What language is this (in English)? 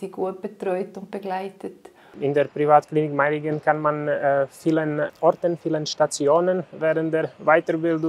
Swiss German